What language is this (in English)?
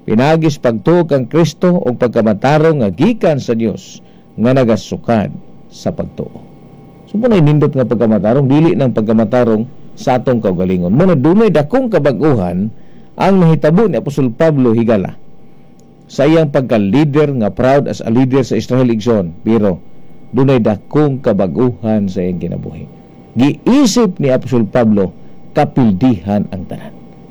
Cebuano